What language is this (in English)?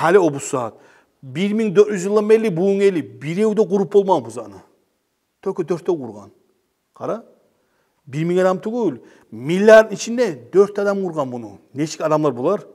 Kumyk